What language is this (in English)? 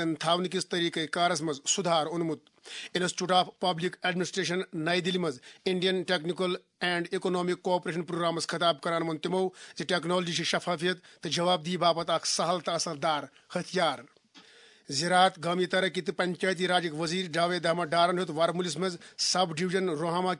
Kashmiri